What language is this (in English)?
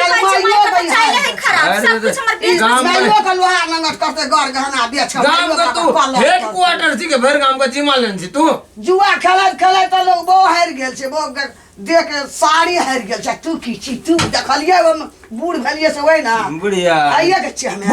Maithili